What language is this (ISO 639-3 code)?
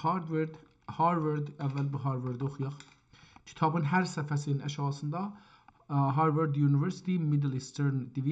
azb